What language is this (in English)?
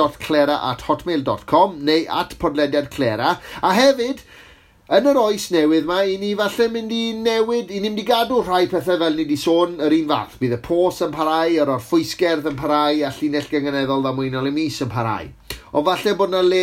Welsh